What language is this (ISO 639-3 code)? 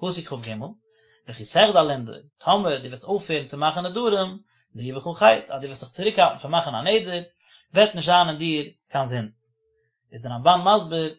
yid